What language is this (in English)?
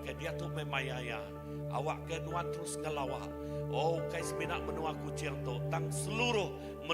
Iban